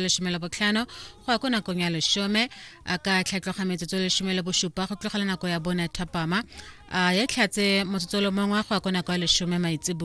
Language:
Tswana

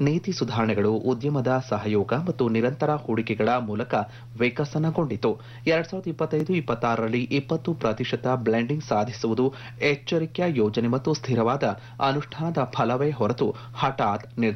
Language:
Kannada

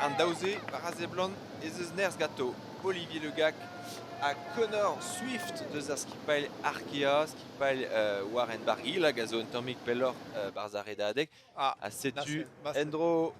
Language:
Breton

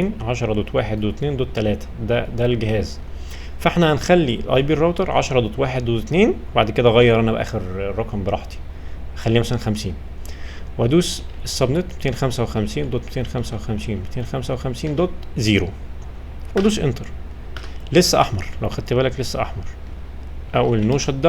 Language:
Egyptian Arabic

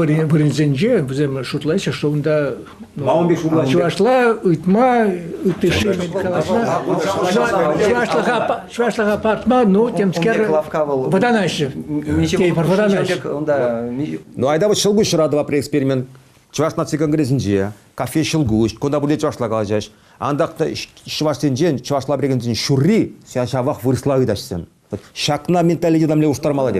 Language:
Chuvash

